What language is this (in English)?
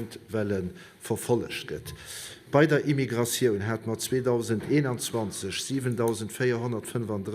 Luxembourgish